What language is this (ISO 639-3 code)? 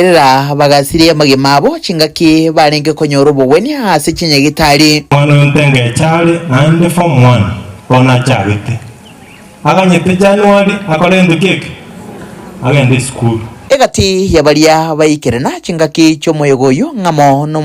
guz